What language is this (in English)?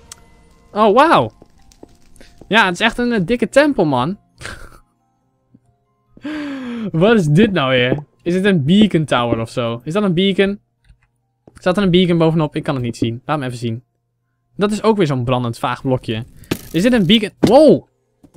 Dutch